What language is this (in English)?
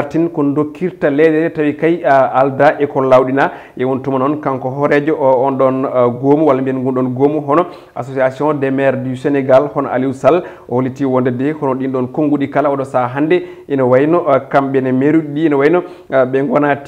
Fula